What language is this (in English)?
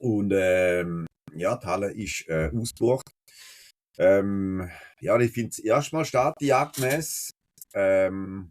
Swiss German